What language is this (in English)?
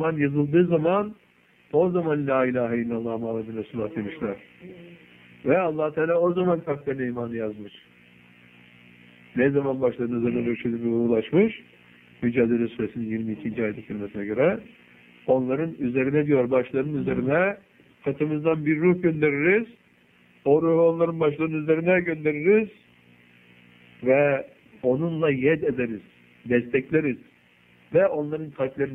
Turkish